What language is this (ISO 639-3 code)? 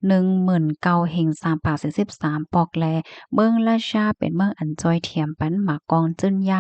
shn